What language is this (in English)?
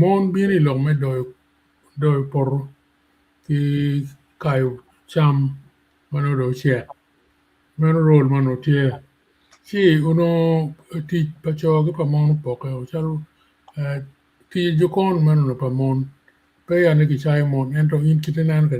Acoli